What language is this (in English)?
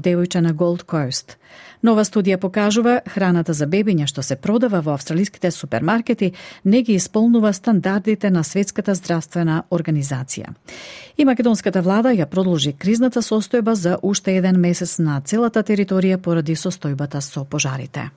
Macedonian